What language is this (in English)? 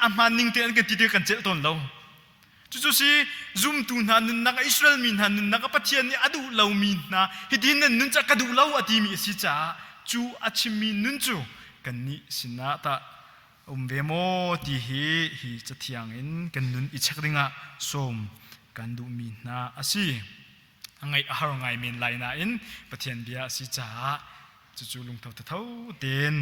Hakha Chin